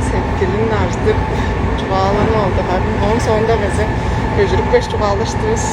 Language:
Tuvinian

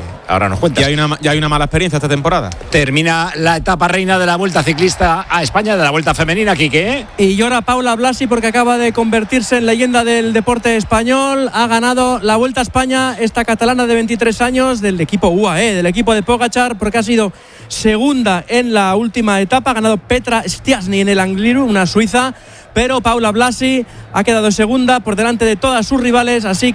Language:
Spanish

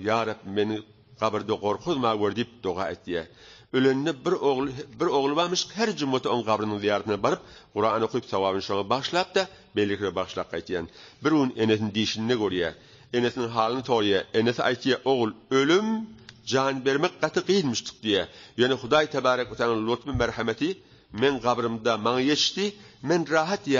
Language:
Turkmen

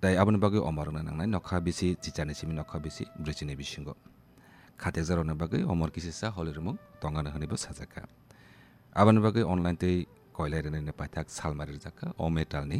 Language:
Kok Borok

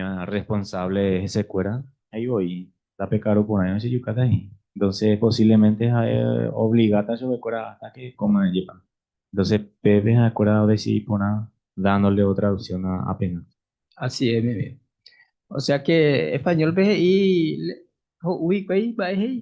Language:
Guarani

